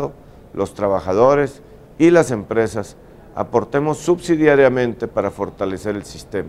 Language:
Spanish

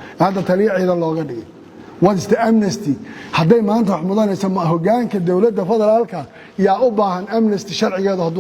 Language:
Somali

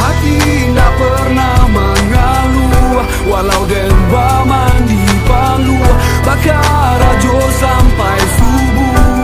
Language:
Minangkabau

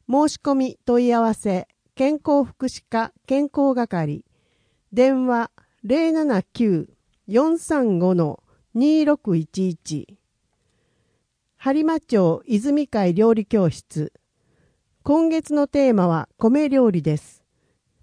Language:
Japanese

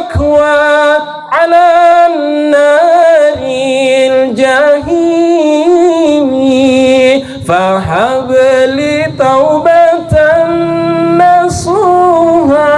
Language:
Makasar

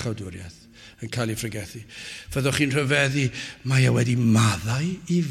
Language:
Welsh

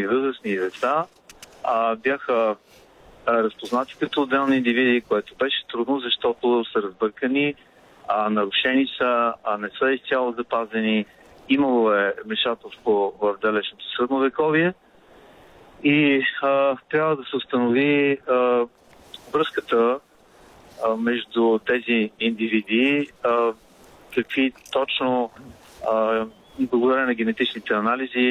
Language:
Bulgarian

